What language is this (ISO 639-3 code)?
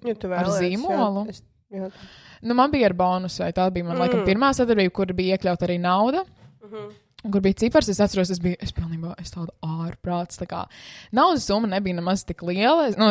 lav